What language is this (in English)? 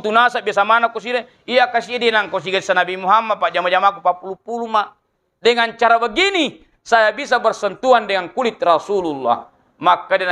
Buginese